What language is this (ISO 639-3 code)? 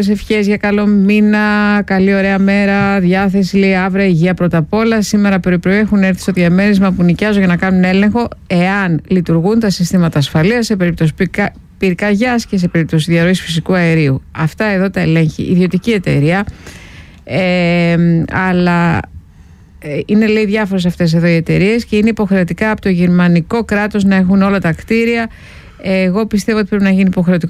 ell